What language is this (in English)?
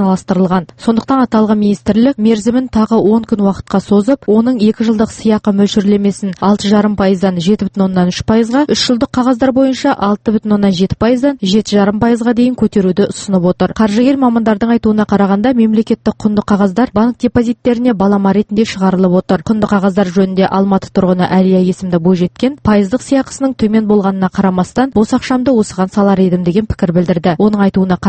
Kazakh